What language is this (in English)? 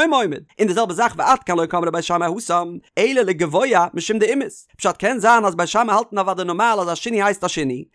Yiddish